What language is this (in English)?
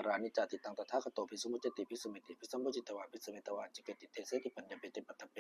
Pali